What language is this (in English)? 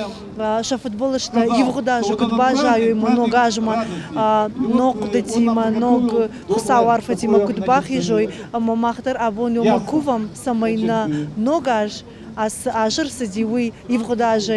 Ossetic